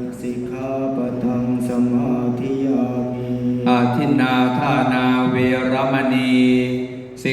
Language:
Pali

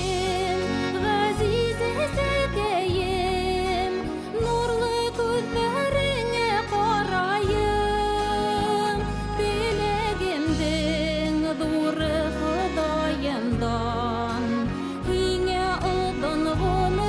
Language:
Bashkir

